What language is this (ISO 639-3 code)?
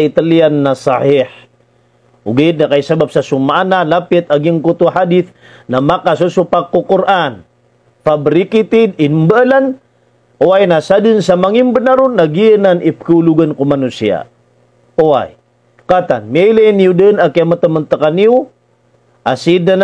mrw